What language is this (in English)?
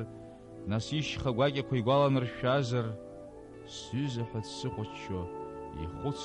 Abkhazian